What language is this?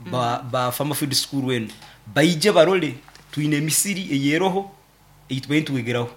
Nyankole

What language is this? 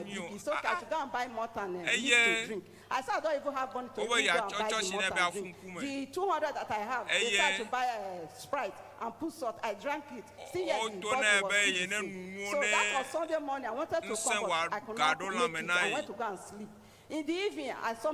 Ewe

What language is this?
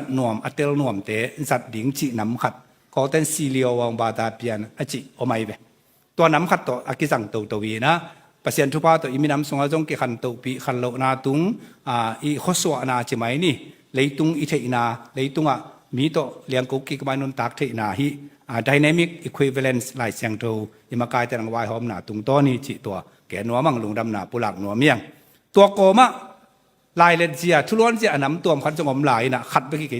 Tedim Chin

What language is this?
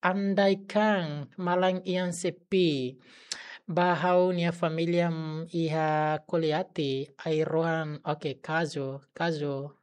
Tetum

